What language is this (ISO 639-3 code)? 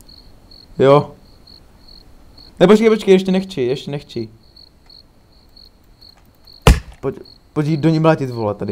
ces